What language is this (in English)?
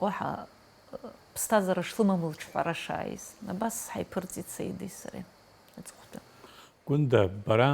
Abkhazian